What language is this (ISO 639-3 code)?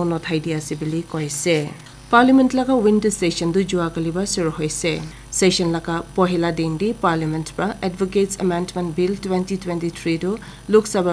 nag